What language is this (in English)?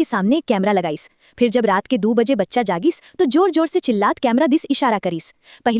Chhattisgarhi